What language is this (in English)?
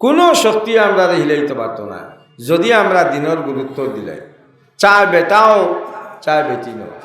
Sylheti